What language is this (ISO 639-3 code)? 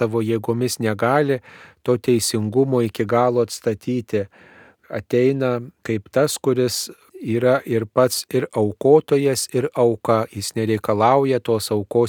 lit